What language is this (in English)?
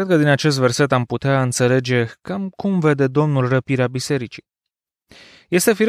Romanian